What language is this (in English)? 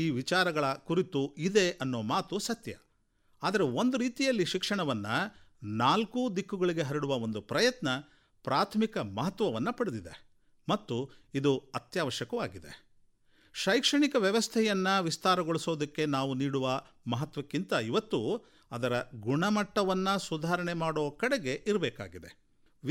Kannada